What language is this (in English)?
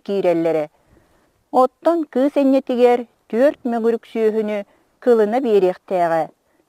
Yakut